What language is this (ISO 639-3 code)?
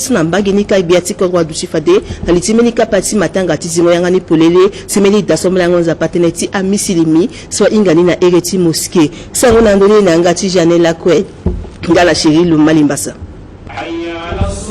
sag